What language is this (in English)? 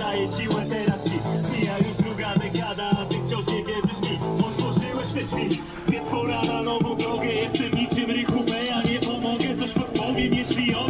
Polish